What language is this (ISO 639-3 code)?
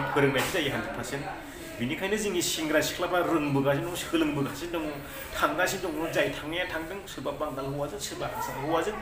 brx